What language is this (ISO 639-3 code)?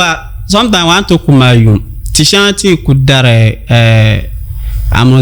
dag